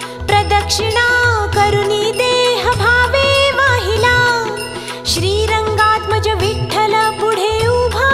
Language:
Marathi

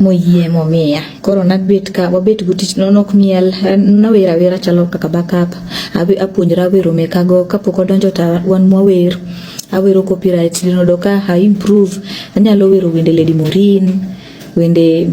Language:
Luo (Kenya and Tanzania)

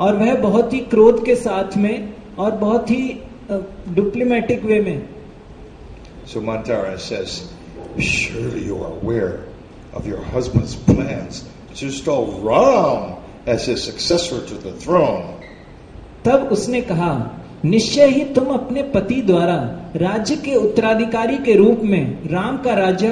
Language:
Hindi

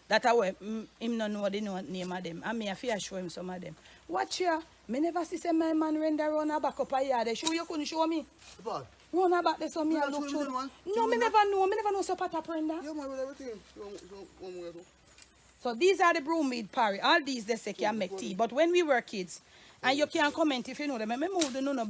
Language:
Jamaican Creole English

